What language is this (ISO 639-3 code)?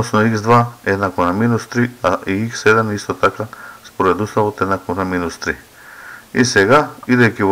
mkd